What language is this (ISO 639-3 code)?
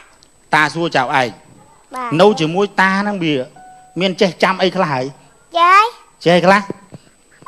khm